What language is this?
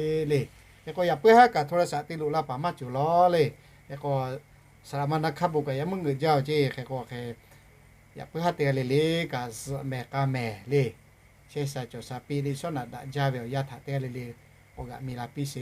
Lahu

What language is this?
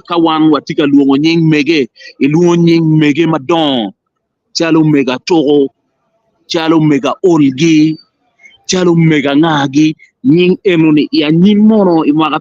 Acoli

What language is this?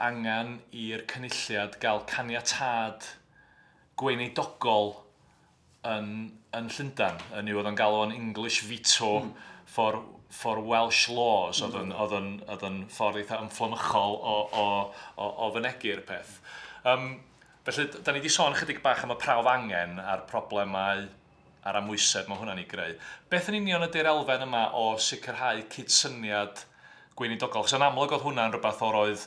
Welsh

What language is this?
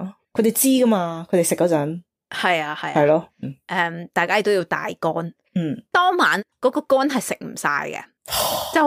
Cantonese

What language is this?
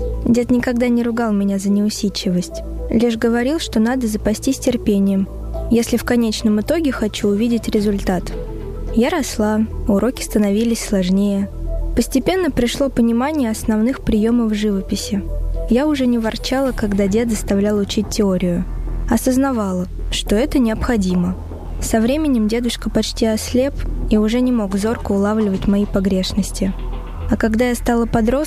Russian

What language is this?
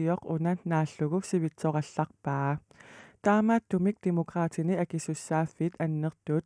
Kalaallisut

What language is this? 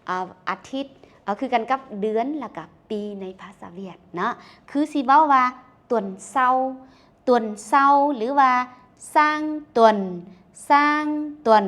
Lao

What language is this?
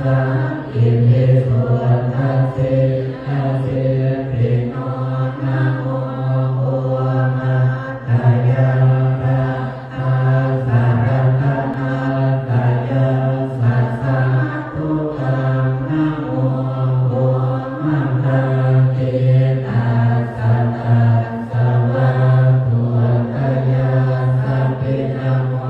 Pali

